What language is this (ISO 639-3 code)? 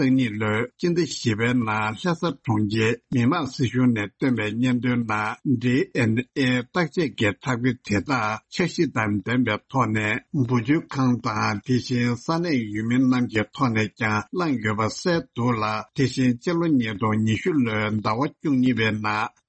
bod